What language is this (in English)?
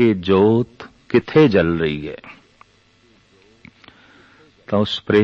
Punjabi